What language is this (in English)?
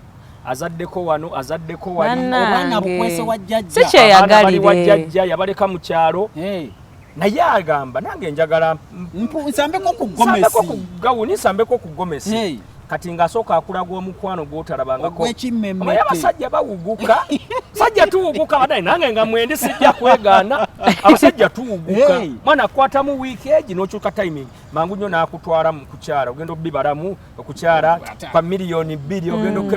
Ganda